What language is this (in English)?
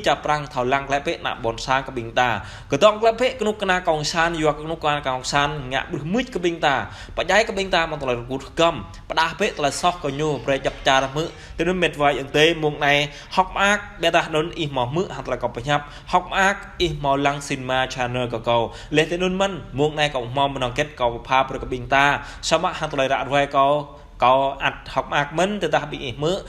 Jarai